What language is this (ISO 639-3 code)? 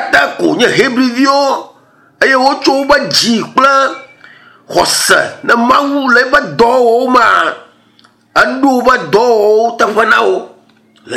ewe